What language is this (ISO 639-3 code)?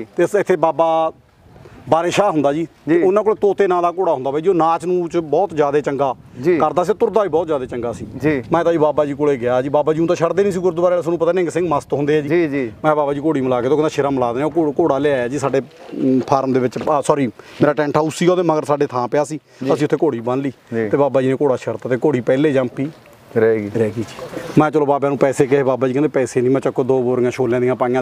pan